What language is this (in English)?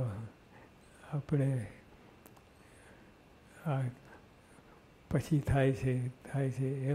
Gujarati